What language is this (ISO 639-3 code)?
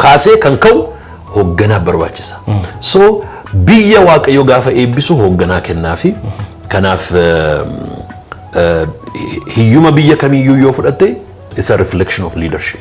orm